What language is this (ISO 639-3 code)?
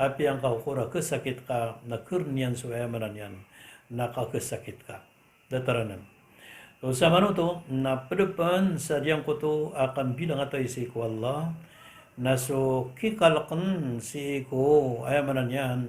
mrw